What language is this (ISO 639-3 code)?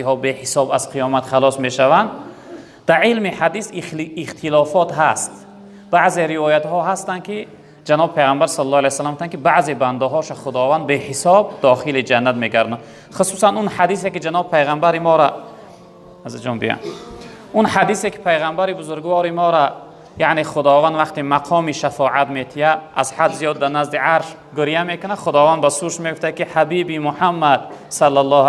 tgk